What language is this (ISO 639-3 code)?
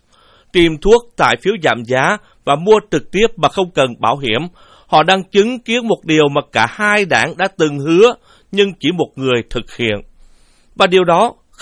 vie